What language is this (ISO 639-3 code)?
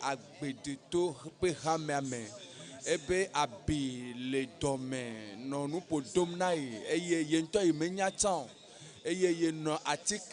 ewe